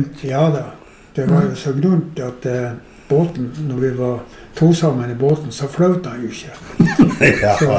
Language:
Norwegian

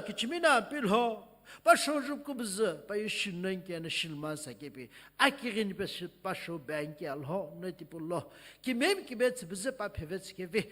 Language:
Sumi Naga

